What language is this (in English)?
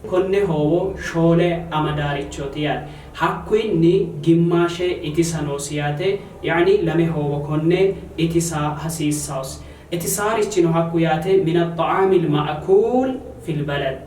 Sidamo